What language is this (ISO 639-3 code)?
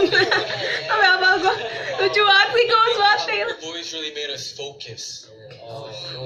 ind